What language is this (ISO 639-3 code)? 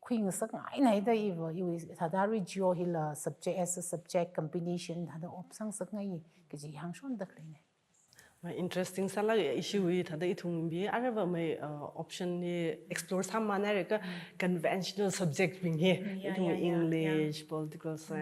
nmf